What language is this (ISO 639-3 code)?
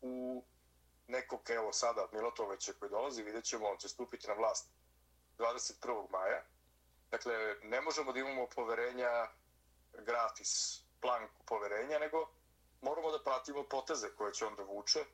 srp